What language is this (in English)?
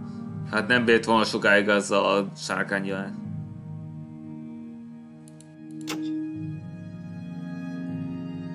Hungarian